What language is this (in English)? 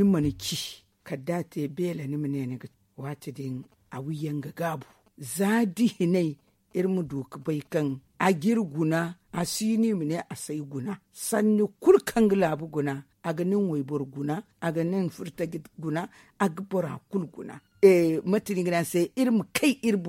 Zarma